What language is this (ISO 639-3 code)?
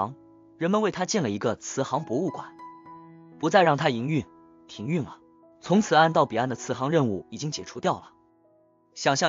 zho